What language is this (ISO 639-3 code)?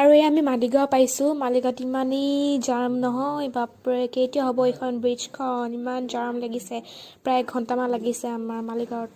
asm